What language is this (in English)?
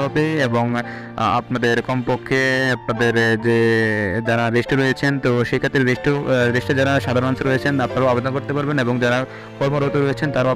Bangla